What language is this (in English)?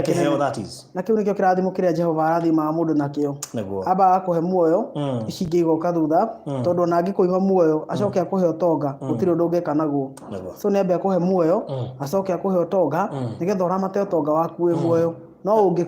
Kikuyu